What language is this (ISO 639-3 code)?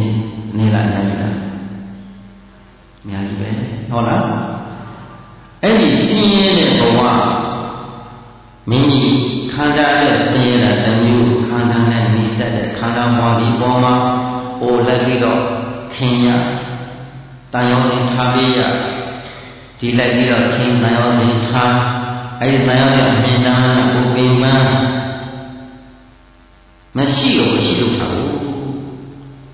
mya